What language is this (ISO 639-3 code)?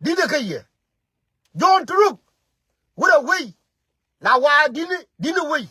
nus